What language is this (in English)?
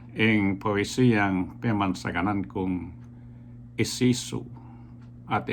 Pampanga